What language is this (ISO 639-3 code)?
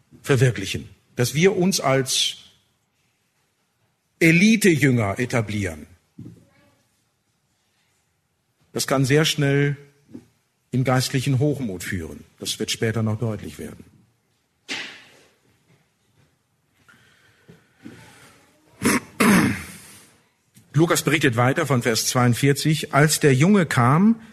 deu